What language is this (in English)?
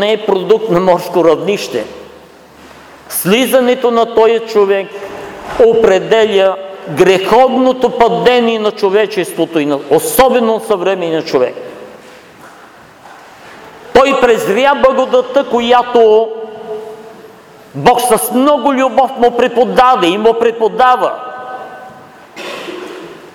Bulgarian